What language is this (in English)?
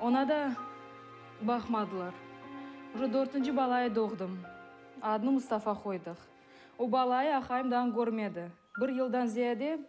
Crimean Tatar